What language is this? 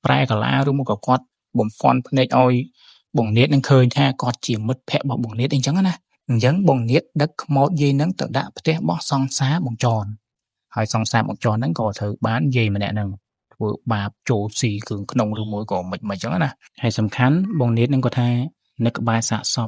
Khmer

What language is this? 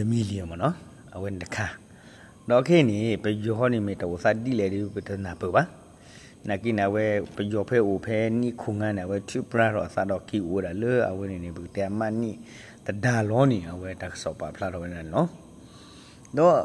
S'gaw Karen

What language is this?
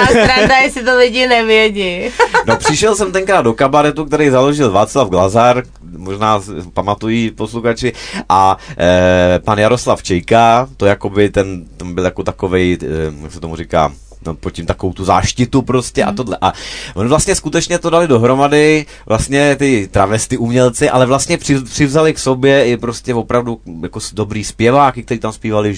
Czech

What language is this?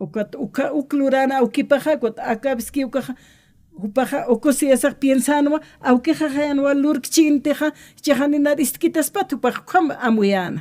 Aymara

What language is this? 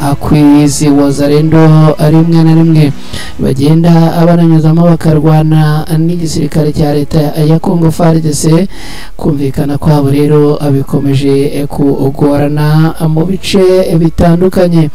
Kinyarwanda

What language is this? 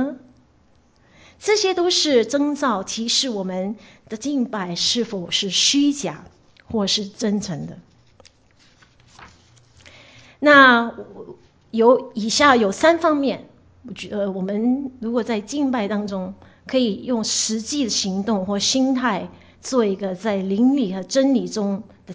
Chinese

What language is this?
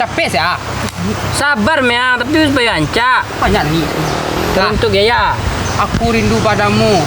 Minangkabau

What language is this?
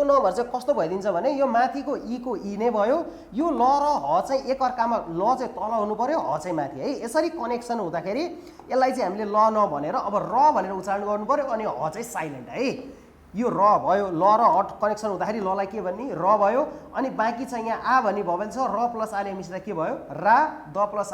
Nepali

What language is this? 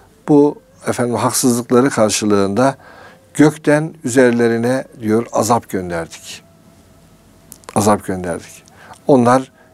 Turkish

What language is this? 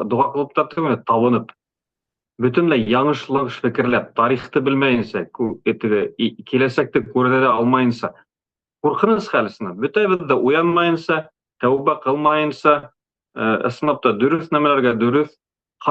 Bashkir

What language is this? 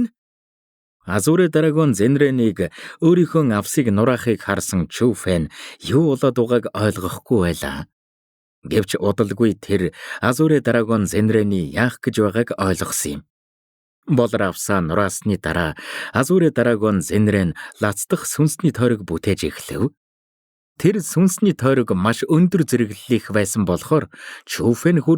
Mongolian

